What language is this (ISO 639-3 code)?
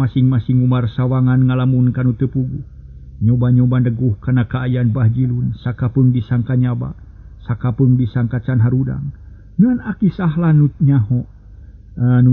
sun